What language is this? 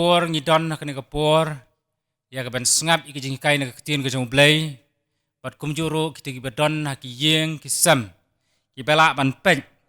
Khasi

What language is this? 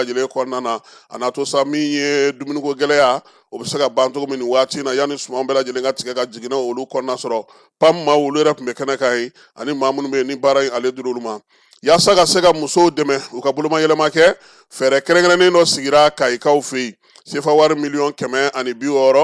Bambara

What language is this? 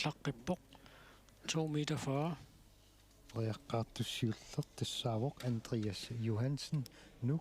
Kalaallisut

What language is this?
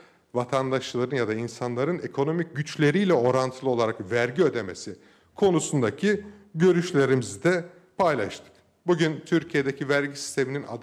Turkish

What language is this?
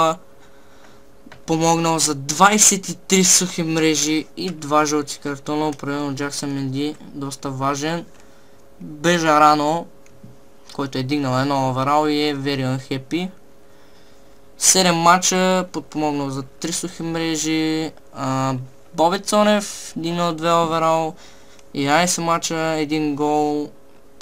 Bulgarian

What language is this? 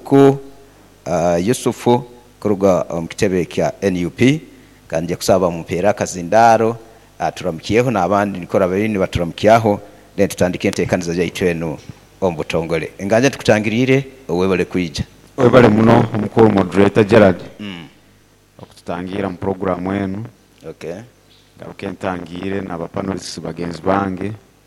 Nyoro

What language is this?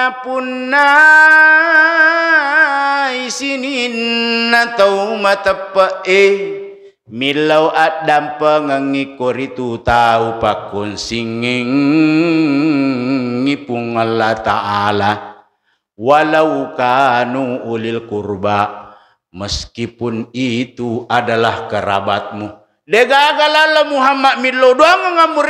Buginese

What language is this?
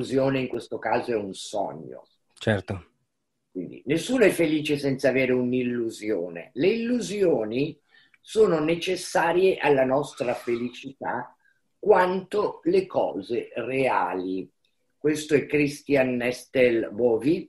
Italian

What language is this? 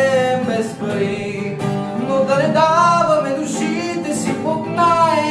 Bulgarian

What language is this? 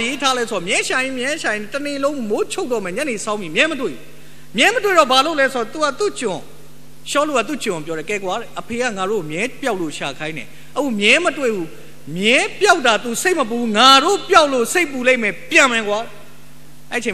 Burmese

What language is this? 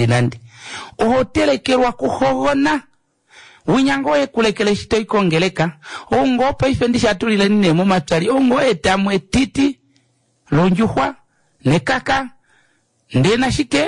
Kuanyama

